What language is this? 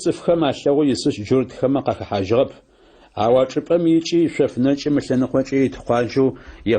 Adyghe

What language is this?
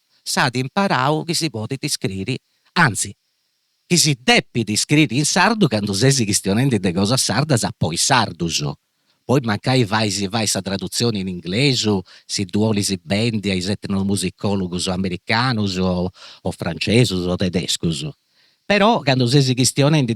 Sardinian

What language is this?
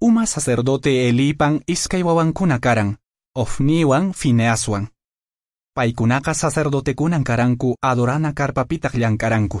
Quechua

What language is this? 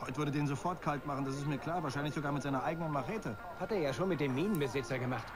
Swiss German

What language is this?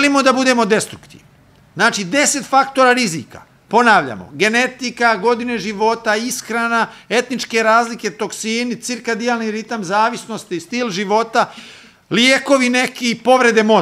Serbian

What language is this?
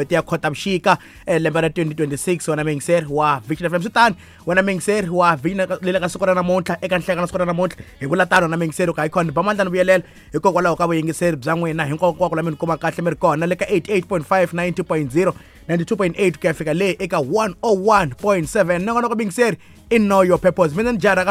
Tsonga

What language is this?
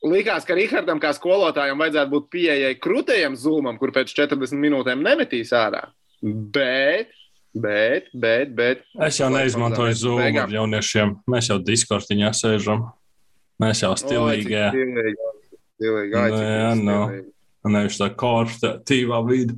Latvian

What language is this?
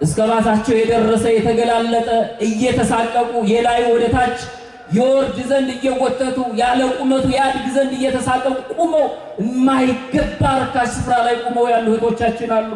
Amharic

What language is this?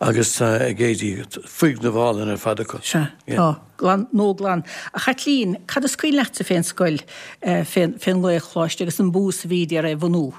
Irish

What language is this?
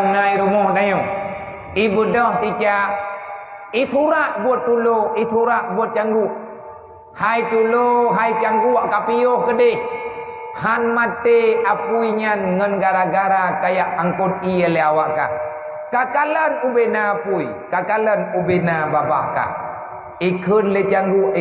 Achinese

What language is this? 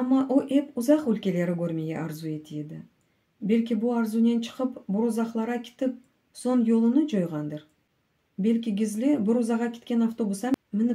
Crimean Tatar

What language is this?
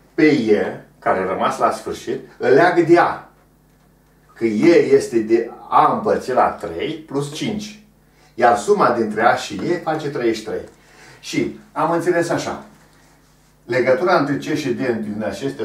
Romanian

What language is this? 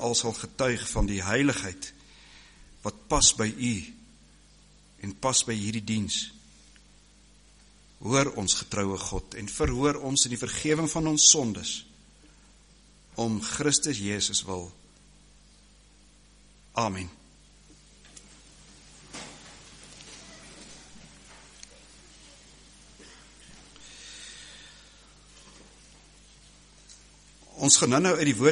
Afrikaans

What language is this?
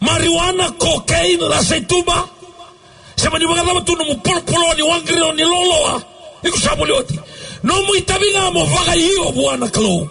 Fijian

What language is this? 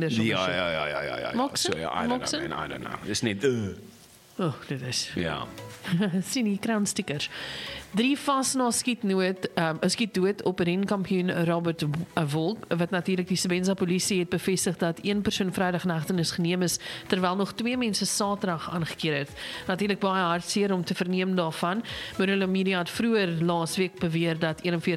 Afrikaans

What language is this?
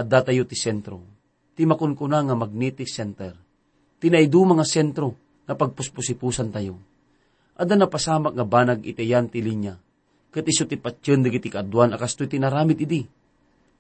Iloko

